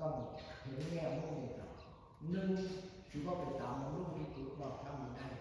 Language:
Northeastern Thai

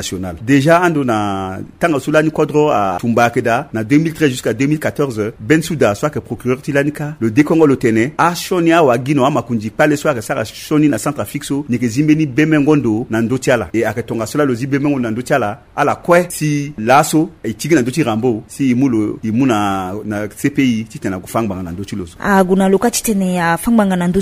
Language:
Sango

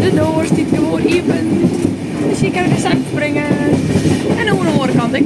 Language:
Western Frisian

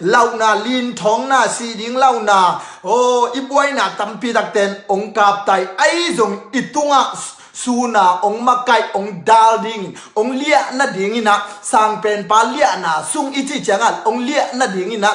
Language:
Tedim Chin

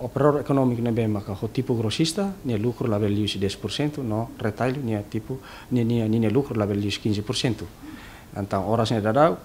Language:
Tetum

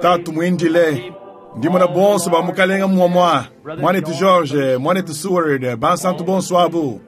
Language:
Luba-Lulua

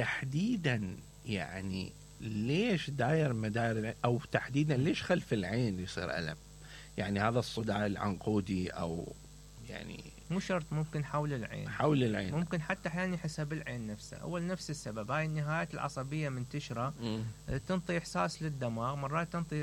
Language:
Mesopotamian Arabic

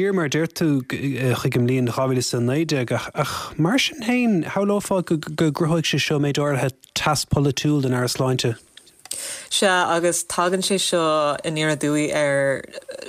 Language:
Irish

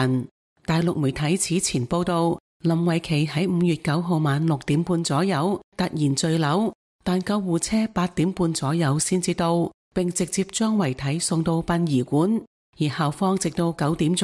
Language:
Cantonese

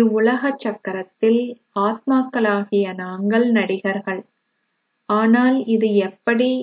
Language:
Tamil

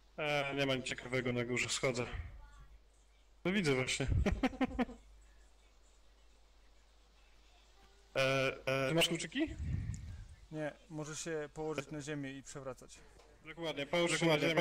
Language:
Polish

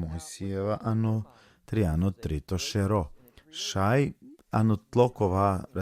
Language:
Balkan Romani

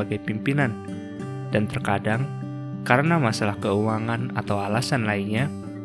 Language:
Indonesian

